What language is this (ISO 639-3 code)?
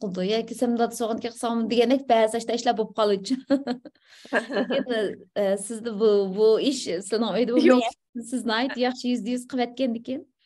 uig